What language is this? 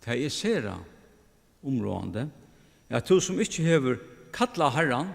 Faroese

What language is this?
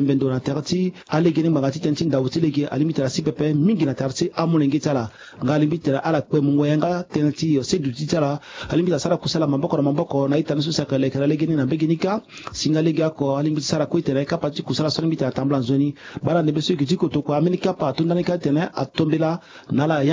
Sango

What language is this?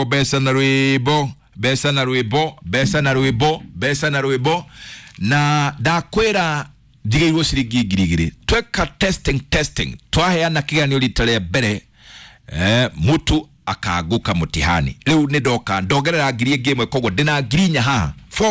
Kikuyu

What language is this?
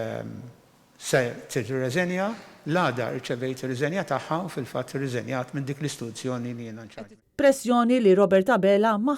Maltese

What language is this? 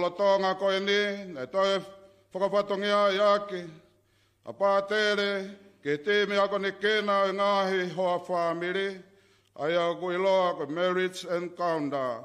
Tongan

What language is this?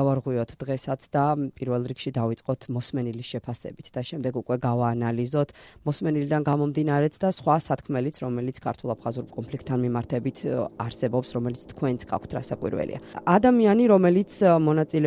Georgian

